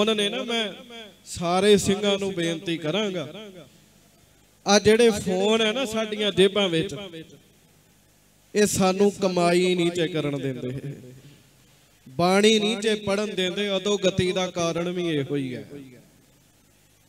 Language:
Punjabi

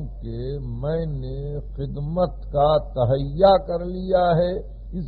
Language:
Urdu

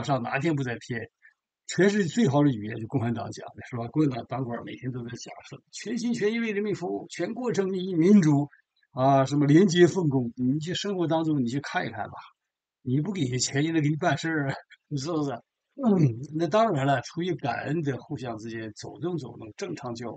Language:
Chinese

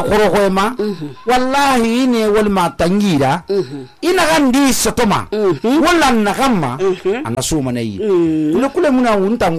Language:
Susu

